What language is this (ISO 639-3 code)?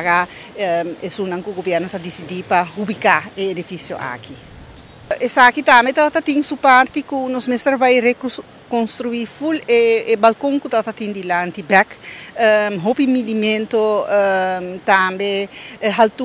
pap